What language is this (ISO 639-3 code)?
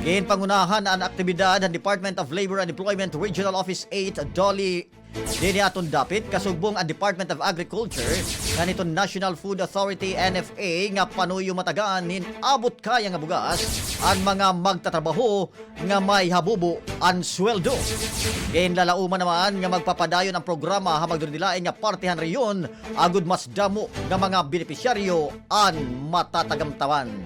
war